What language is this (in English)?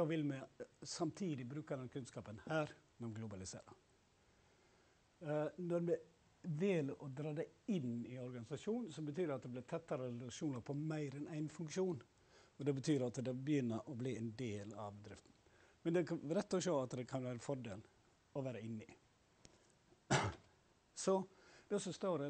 Norwegian